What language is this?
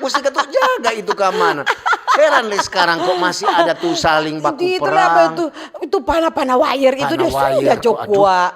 Manado Malay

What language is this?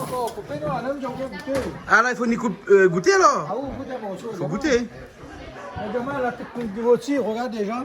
Réunion Creole French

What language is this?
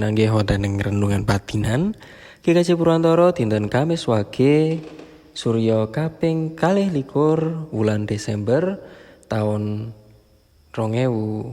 Javanese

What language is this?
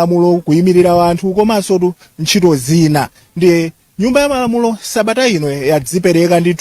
Nyanja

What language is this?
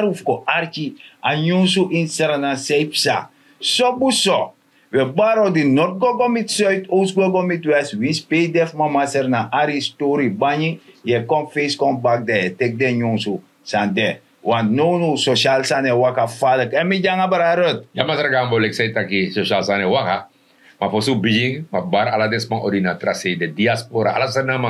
Sranan Tongo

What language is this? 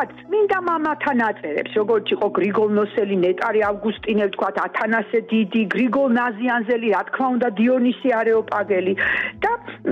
Georgian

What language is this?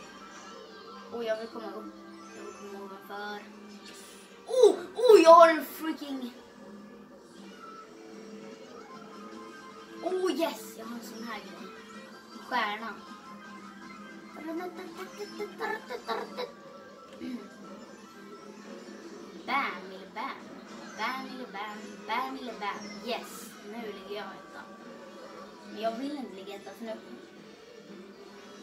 Swedish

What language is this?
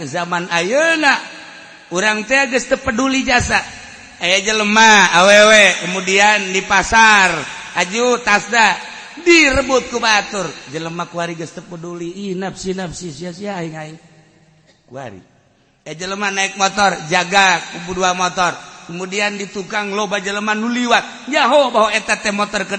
Sundanese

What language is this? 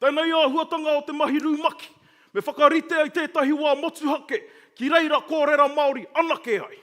Māori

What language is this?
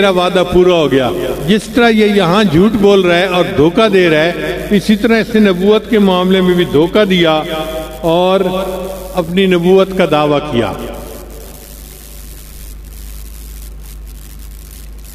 Urdu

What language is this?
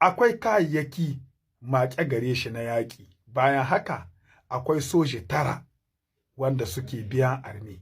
Hausa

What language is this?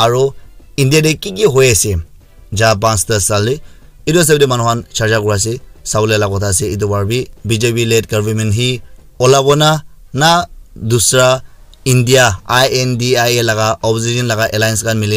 Naga Pidgin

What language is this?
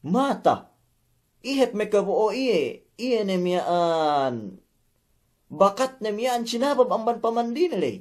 Yakan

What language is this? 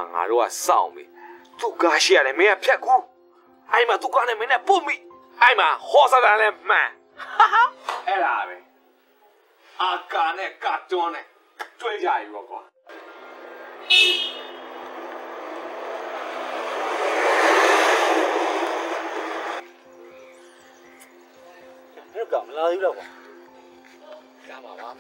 Burmese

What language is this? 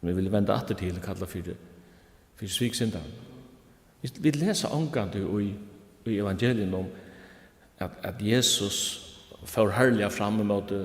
Faroese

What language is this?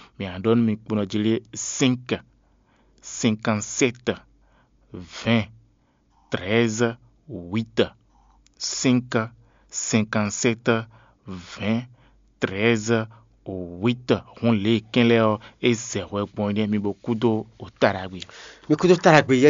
Fon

